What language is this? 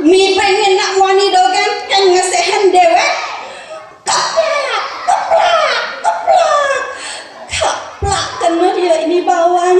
Balinese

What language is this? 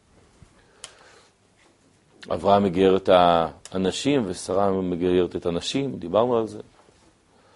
Hebrew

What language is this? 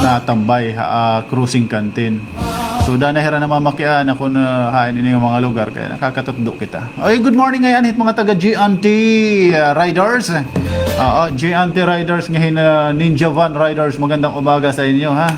Waray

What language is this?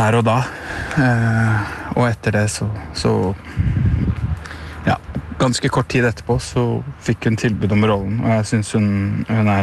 Norwegian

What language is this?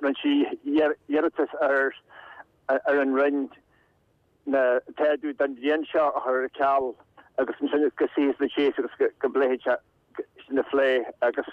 Irish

